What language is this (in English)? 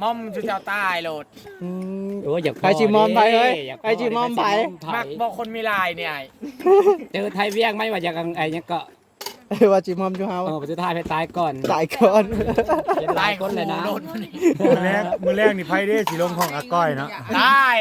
Northeastern Thai